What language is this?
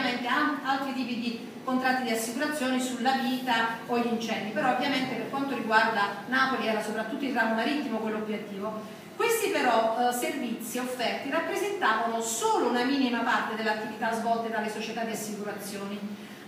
Italian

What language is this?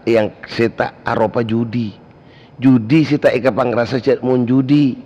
Madurese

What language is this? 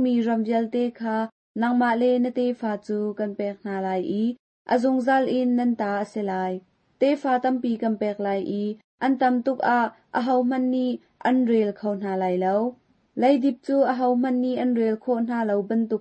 Hakha Chin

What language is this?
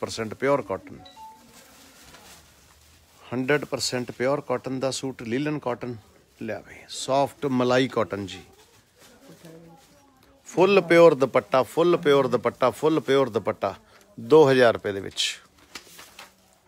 Punjabi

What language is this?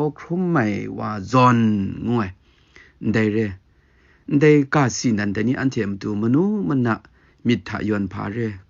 Kachin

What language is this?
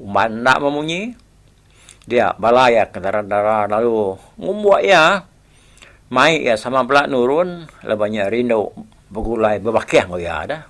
Iban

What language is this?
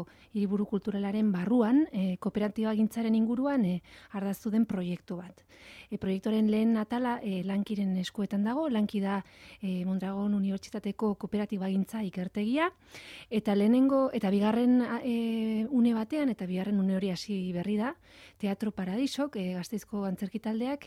Basque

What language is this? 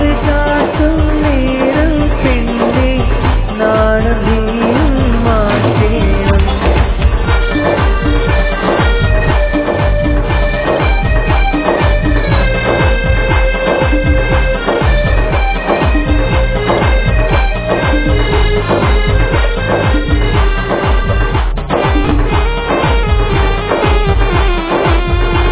Malayalam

